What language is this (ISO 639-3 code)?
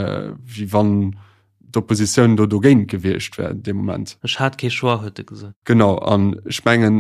ltz